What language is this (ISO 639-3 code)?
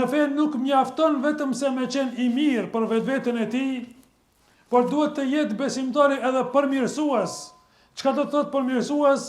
sqi